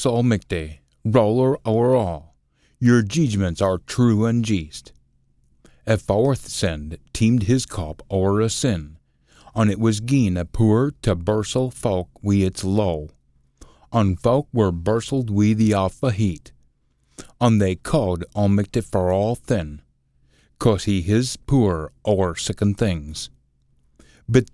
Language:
Scots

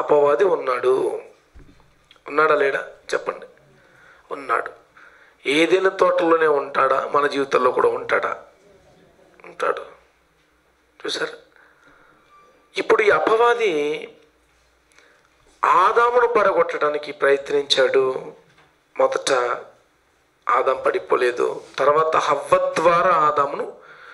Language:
Telugu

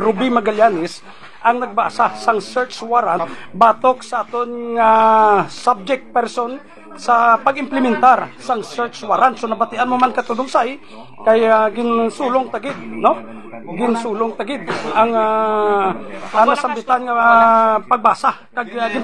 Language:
Hiligaynon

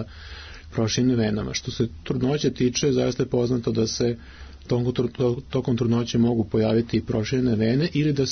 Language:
Serbian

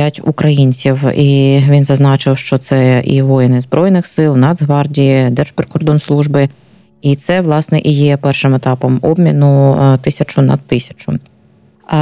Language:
Ukrainian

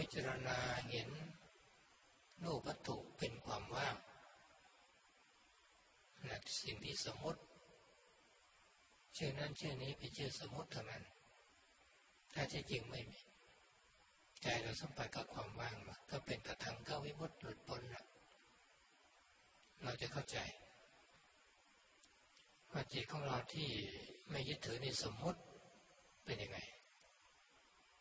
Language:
Thai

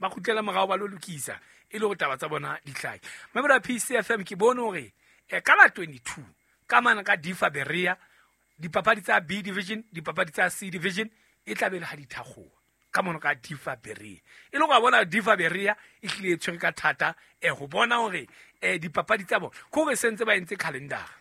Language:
Southern Sotho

